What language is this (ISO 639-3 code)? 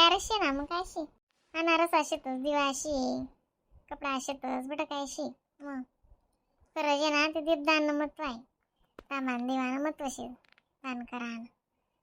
khn